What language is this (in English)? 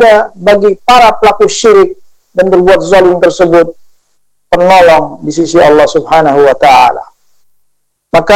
Indonesian